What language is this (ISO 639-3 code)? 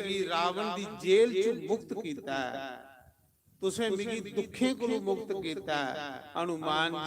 doi